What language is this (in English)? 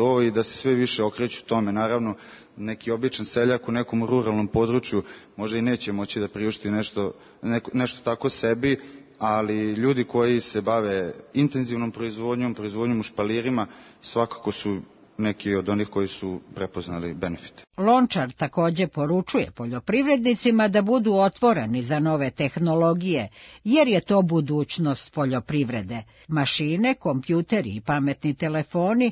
Serbian